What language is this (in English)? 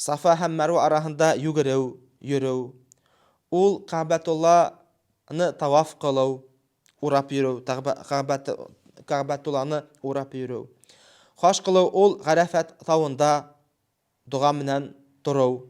Bashkir